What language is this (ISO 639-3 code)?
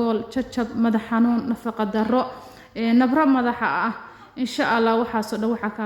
som